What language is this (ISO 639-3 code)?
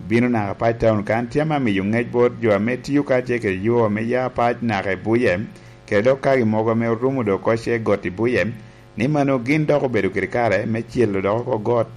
laj